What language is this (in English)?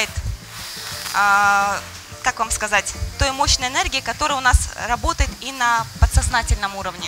Russian